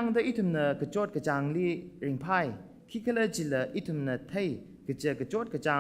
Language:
Tangkhul Naga (India)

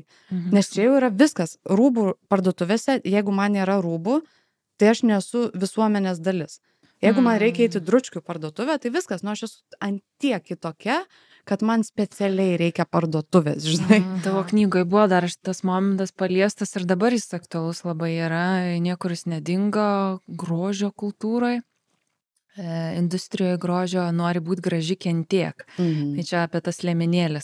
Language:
Lithuanian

